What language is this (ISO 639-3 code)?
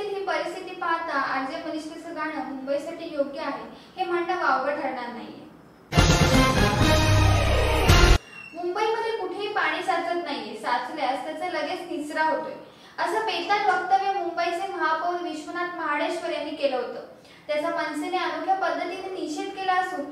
mar